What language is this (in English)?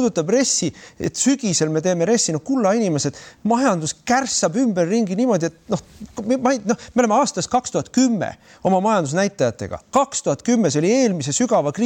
Estonian